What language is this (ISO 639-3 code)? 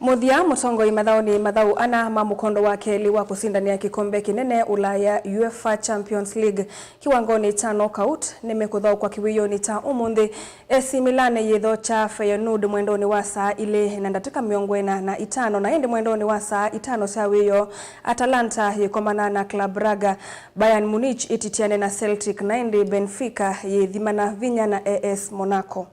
kam